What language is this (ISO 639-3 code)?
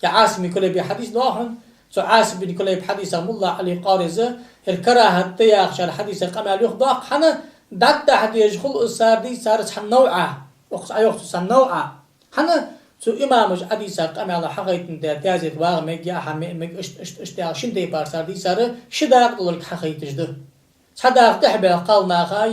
inh